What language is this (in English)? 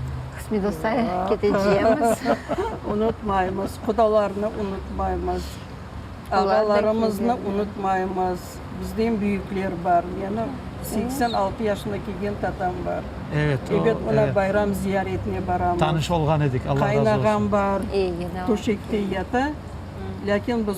Crimean Tatar